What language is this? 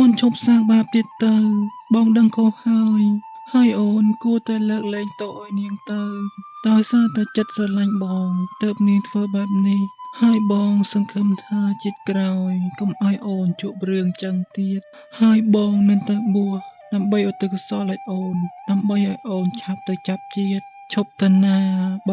Khmer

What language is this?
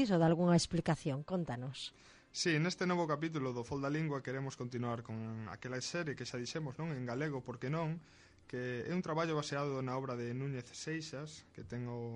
Galician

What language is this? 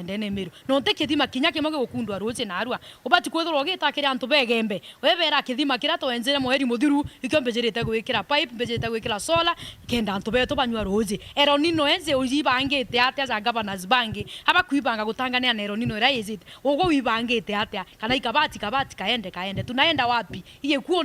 Meru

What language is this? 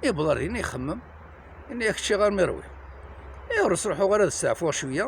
Kabyle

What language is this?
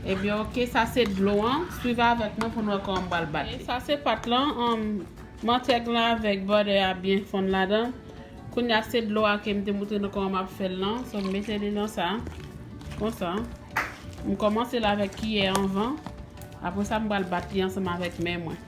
Haitian Creole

